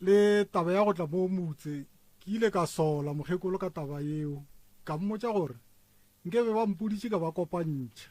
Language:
Northern Sotho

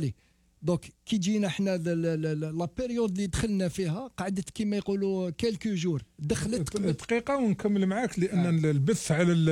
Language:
Algerian Arabic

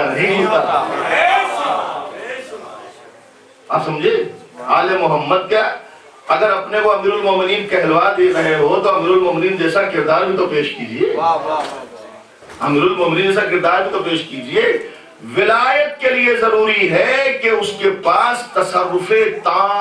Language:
Urdu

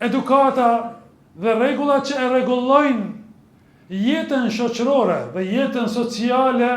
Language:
Albanian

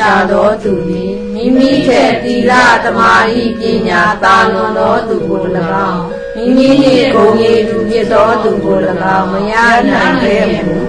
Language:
Burmese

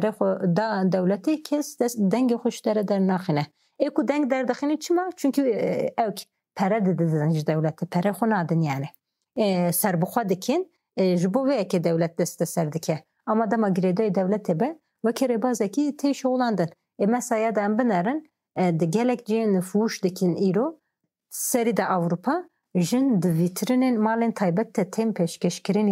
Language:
Kurdish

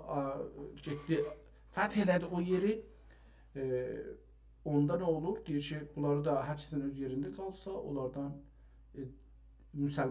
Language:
South Azerbaijani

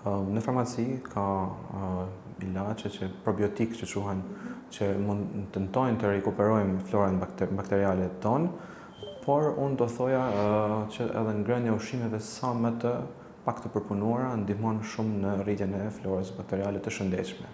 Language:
Albanian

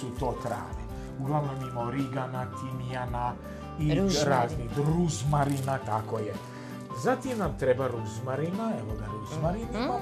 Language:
Serbian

